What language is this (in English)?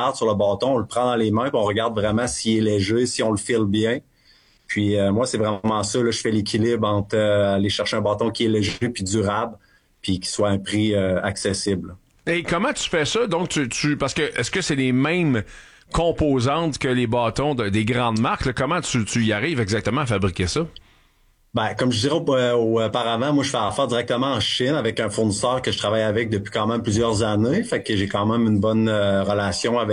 French